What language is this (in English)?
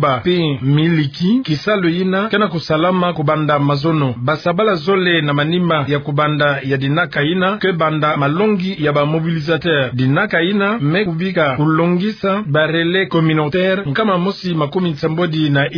Kituba (Democratic Republic of Congo)